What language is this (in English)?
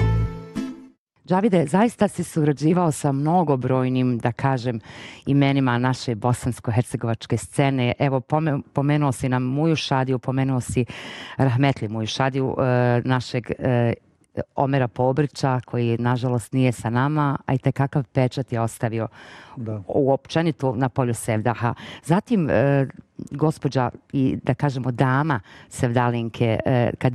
Bosnian